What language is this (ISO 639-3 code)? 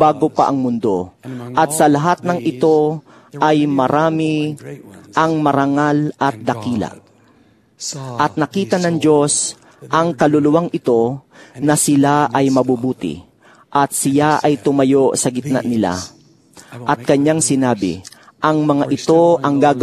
fil